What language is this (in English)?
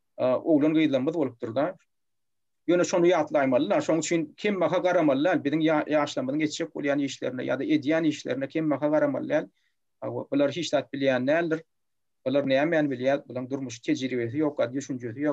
Turkmen